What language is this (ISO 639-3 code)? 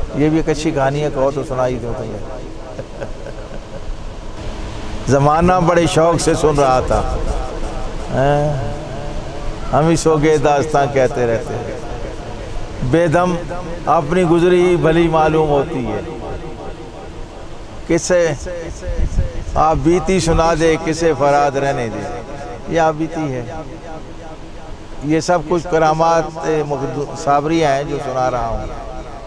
urd